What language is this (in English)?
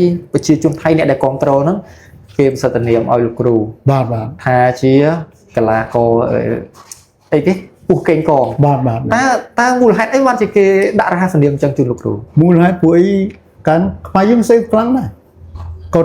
Khmer